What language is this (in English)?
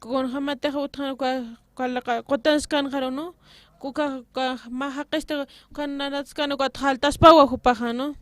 Aymara